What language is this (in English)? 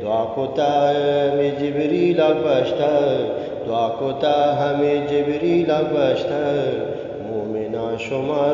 Eastern Balochi